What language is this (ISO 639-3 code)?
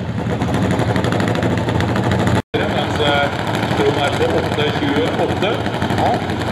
nor